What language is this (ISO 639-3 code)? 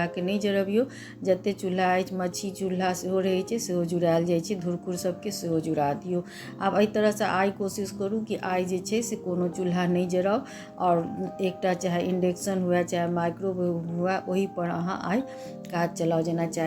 mai